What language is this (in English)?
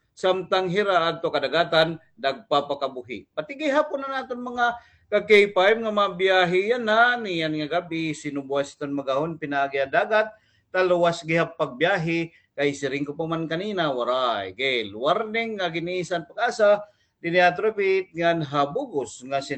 Waray